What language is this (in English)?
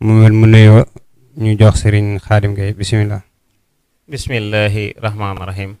Wolof